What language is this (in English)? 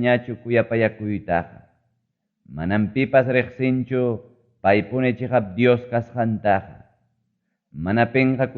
Ayacucho Quechua